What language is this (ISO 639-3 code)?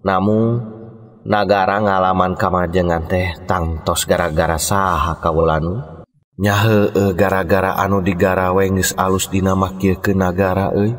sun